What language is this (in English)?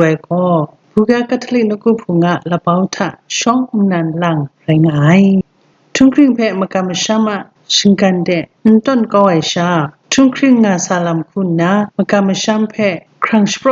Kachin